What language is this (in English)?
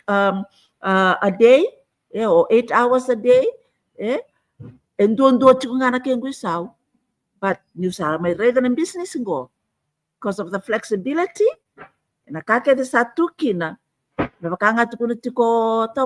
Fijian